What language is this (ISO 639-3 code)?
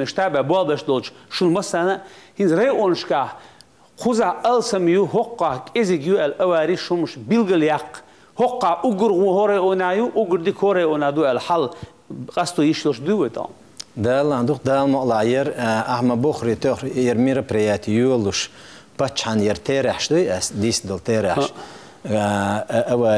che